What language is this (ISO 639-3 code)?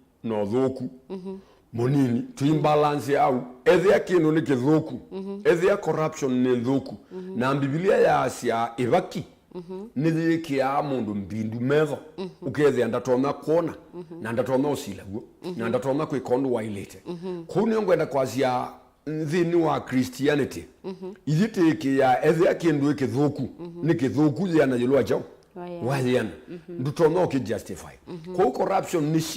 kam